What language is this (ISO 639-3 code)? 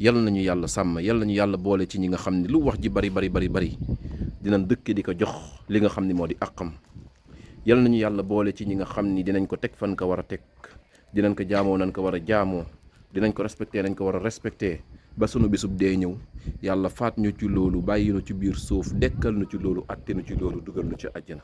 wol